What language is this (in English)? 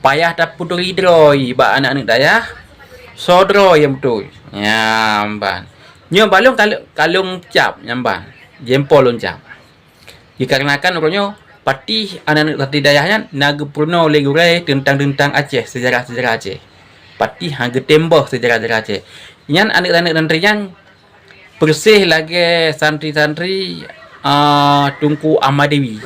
Achinese